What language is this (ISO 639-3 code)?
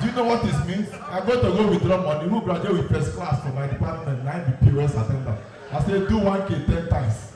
pcm